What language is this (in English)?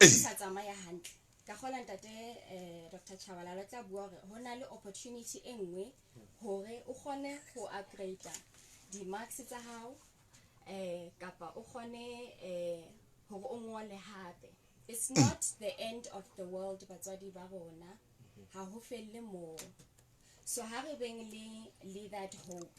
Southern Sotho